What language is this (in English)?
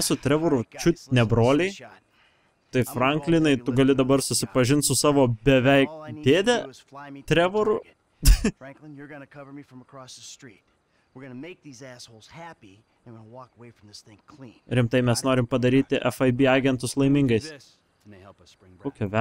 Lithuanian